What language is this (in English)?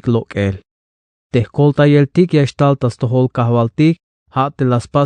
Tzeltal